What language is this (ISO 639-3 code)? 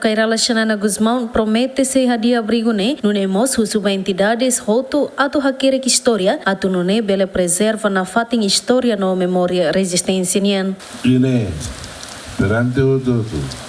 tet